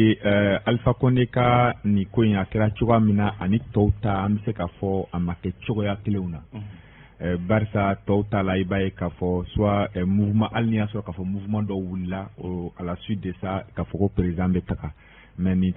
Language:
Bambara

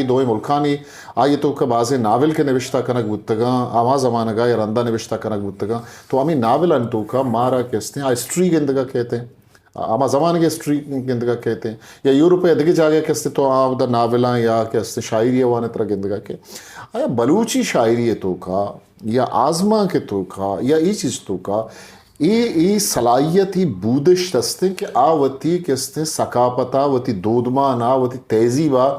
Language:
Eastern Balochi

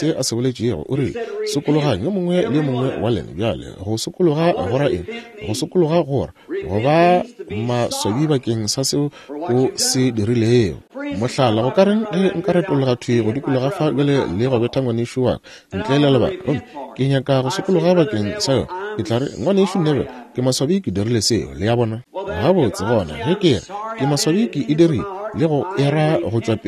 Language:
Northern Sotho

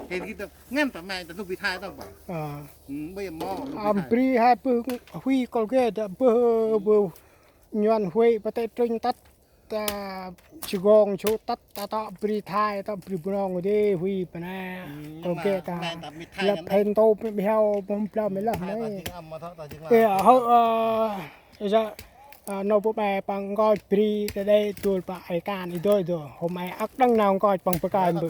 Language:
Central Mnong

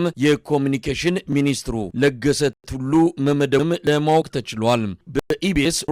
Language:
Amharic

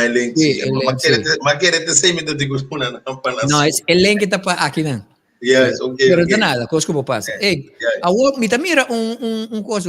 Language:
Papiamento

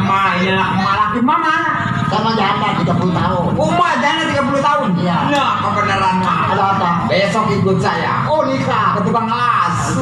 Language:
Betawi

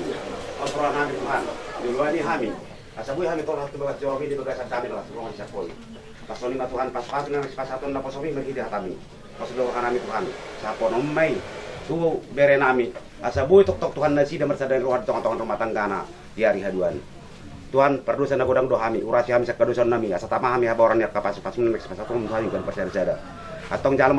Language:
Batak Toba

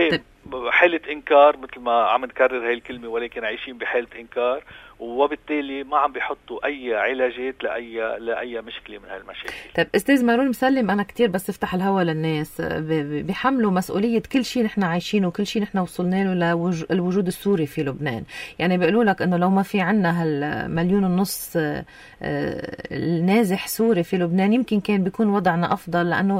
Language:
North Levantine Arabic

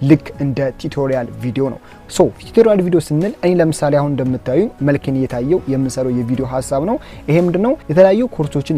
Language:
Amharic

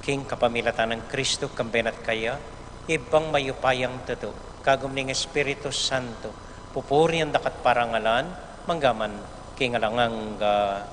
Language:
Pampanga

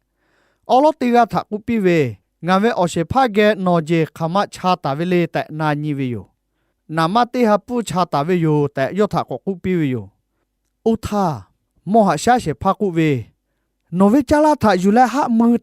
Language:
Lahu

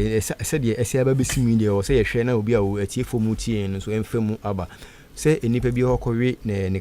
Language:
Akan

